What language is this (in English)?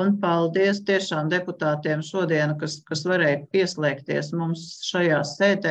Latvian